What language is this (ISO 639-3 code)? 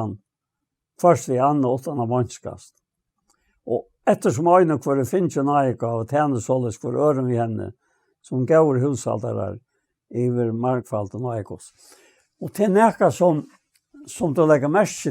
fao